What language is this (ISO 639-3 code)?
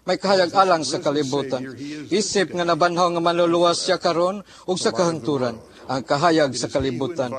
ceb